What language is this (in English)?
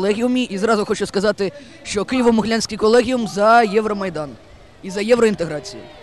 Ukrainian